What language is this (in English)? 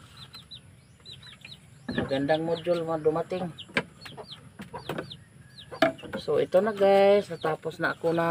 Filipino